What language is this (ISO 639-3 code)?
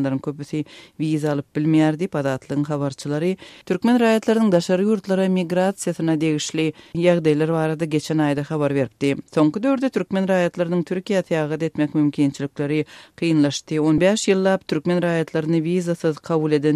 tuk